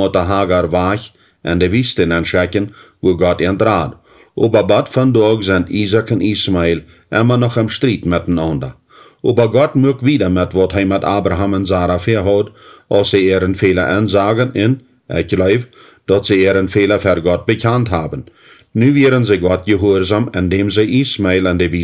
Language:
Plautdietsch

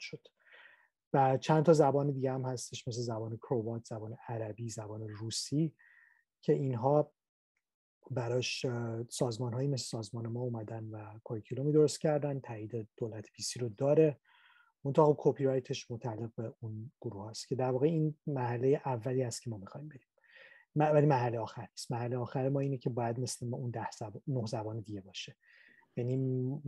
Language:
Persian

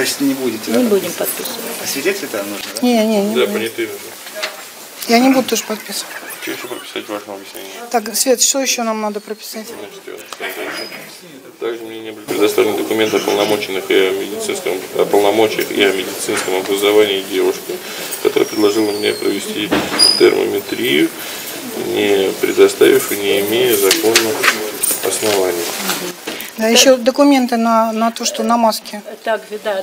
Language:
Russian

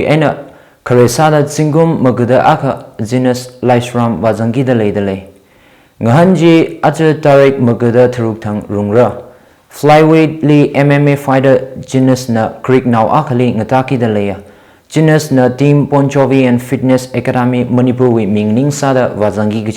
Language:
Tangkhul Naga (India)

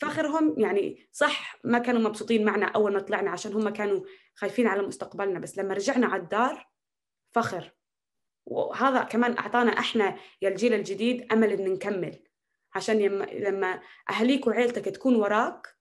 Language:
North Levantine Arabic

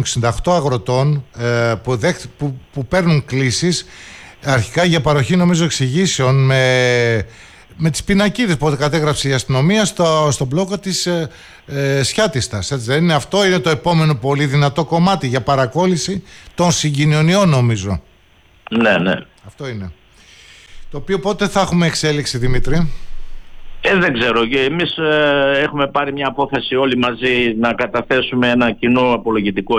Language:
Greek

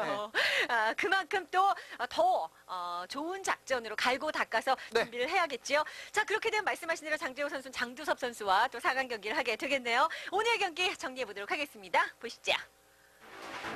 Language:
Korean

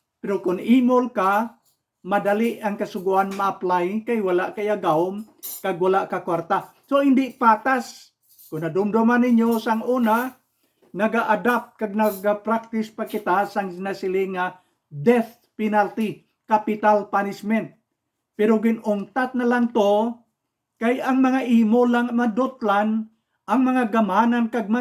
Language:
Hiligaynon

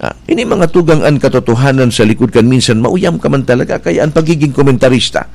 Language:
Bikol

